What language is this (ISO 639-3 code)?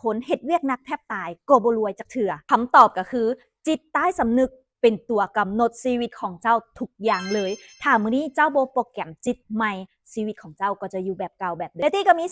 lao